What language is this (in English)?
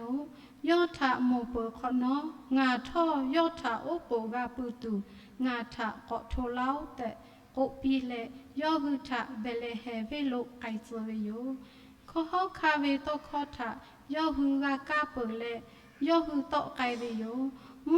Lahu